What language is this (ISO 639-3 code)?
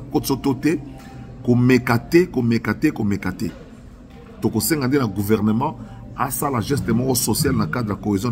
lin